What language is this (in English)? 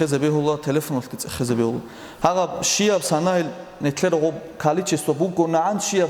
Avaric